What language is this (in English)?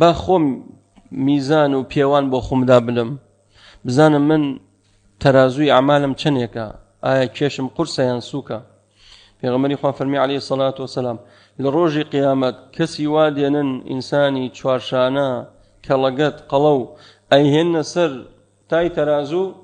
Central Kurdish